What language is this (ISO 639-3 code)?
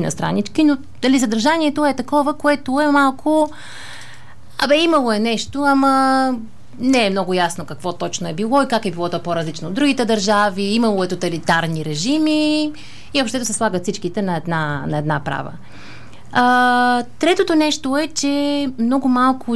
bul